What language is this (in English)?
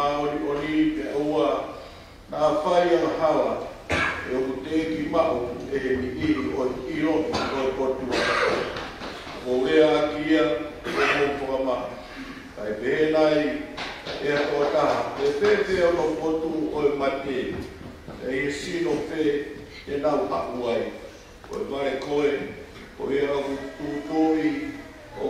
Tongan